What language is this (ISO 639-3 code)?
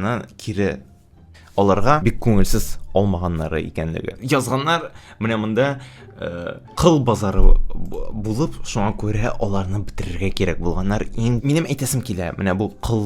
tat